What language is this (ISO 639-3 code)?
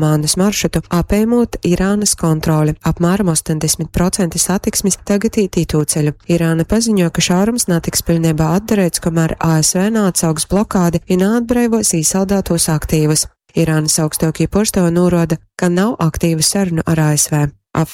ltg